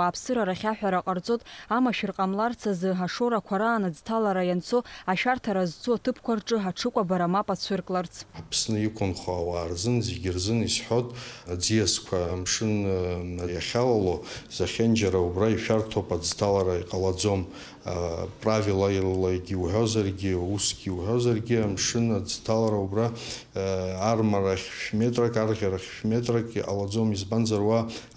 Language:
Abkhazian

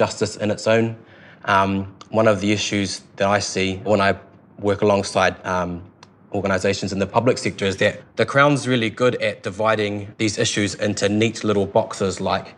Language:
English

